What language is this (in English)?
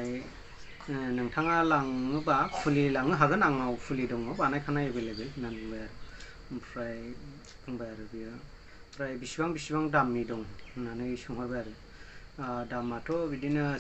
Bodo